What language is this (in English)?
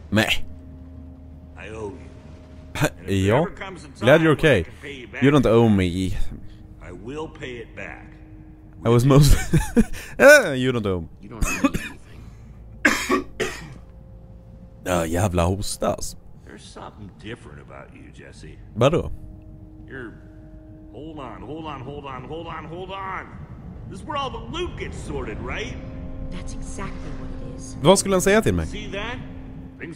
Swedish